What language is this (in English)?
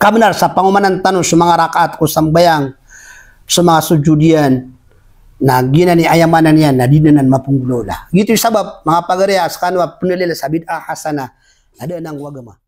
Maranao